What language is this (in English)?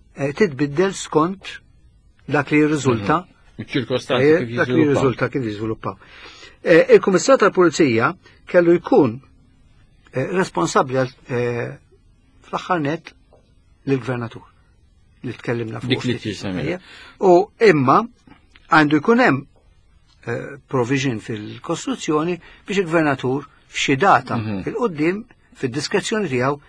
Maltese